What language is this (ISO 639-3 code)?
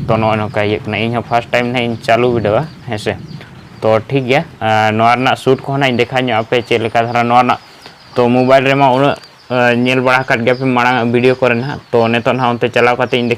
sat